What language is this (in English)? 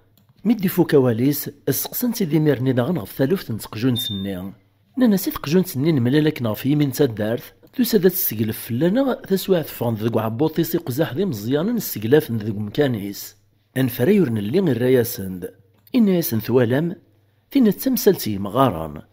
Kabyle